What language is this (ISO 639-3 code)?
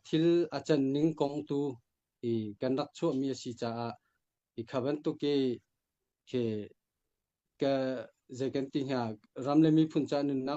cnh